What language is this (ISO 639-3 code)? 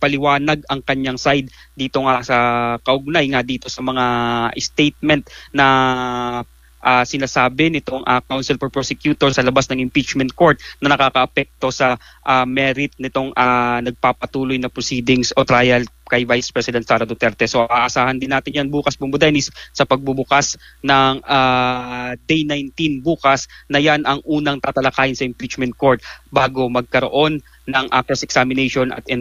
fil